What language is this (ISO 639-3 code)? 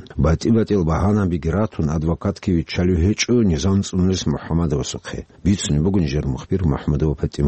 ava